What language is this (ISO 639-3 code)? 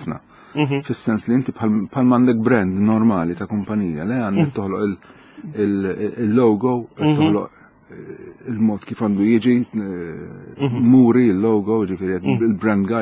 mlt